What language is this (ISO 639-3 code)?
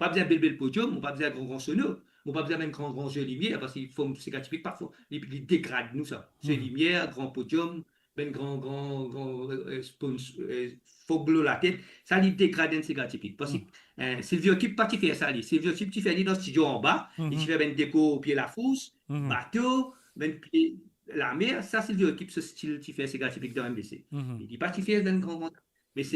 mfe